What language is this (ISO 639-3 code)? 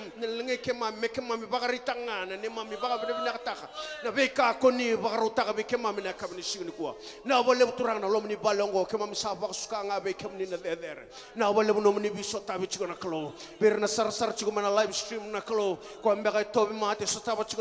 fij